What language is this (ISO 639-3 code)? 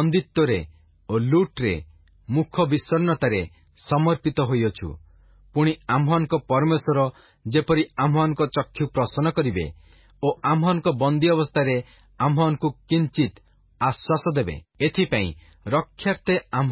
ori